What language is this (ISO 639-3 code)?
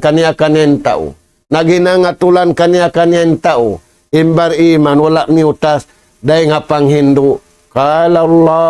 tsg